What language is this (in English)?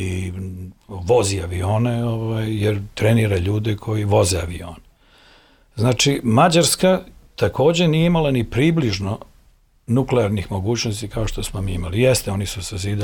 Serbian